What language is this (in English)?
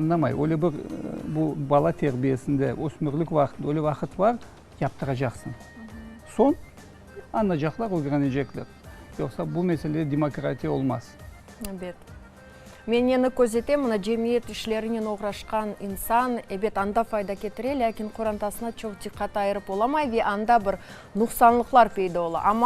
Crimean Tatar